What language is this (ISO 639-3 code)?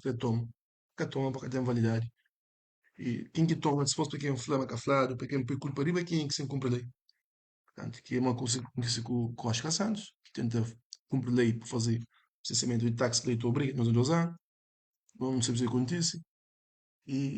kea